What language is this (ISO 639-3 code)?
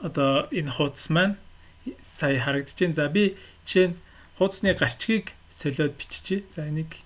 mon